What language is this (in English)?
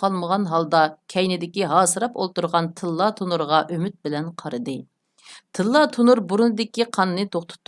Uyghur